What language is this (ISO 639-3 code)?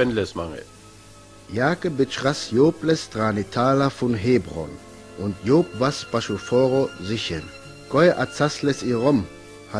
rmo